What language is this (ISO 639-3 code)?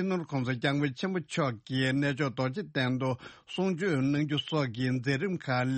bod